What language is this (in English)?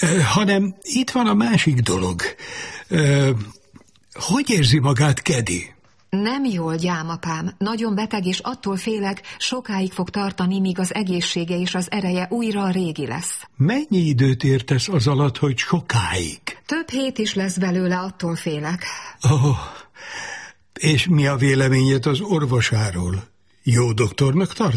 Hungarian